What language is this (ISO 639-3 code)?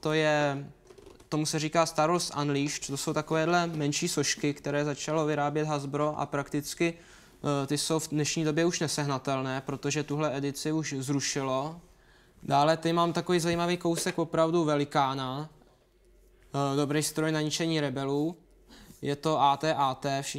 ces